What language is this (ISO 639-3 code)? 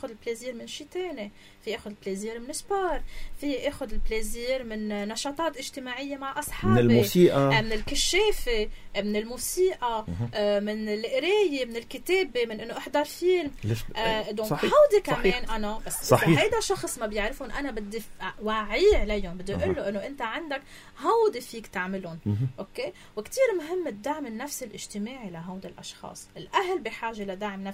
apc